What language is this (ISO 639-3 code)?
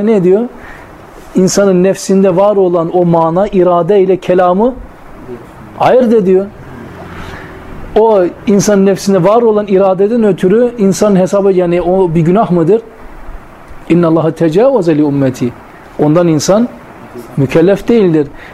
tur